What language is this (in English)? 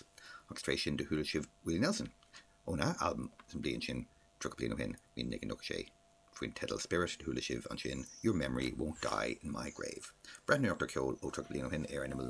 Irish